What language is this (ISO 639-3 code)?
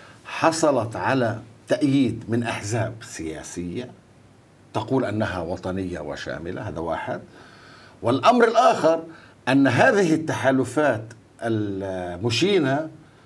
ara